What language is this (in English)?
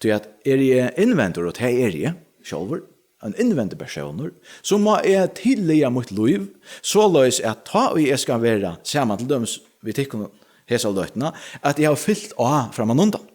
Faroese